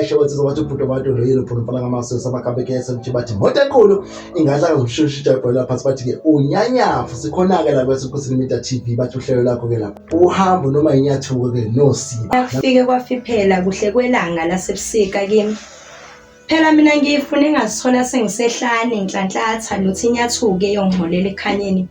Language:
Zulu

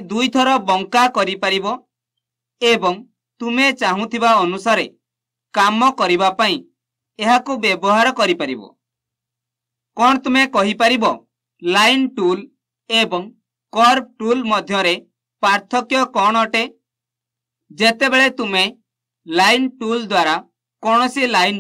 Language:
Odia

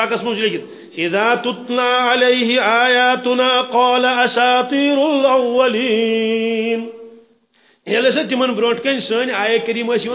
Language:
Kashmiri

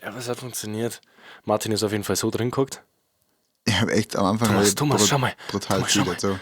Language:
Bavarian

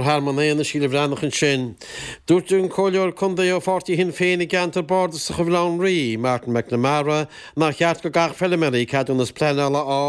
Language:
Irish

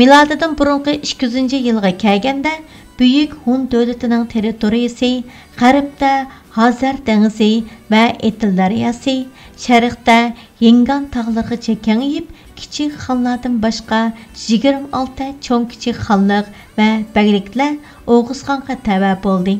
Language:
Uyghur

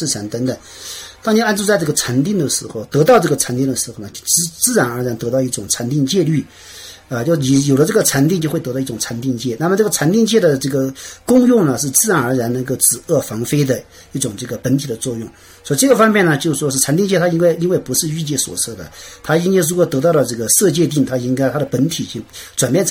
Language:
Chinese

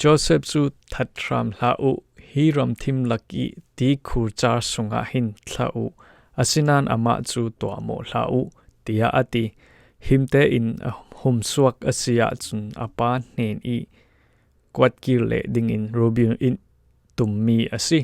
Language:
Falam Chin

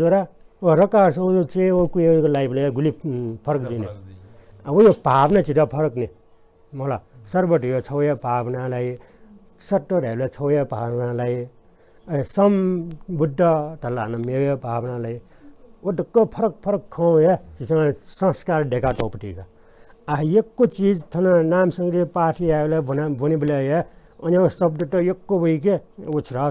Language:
Newari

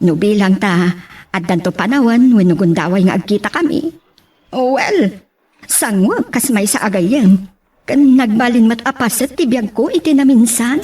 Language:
Iloko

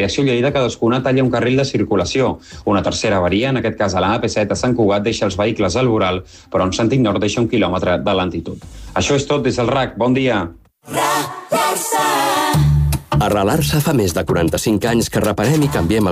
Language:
Catalan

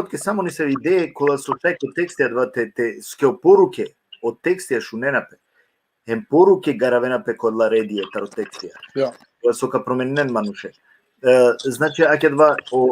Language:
Balkan Romani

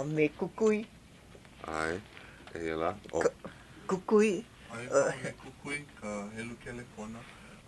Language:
Hawaiian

